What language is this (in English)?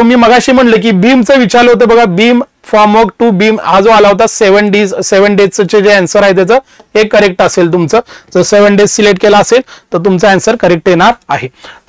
Marathi